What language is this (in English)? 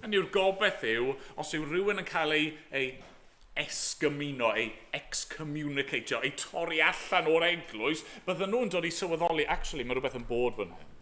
Welsh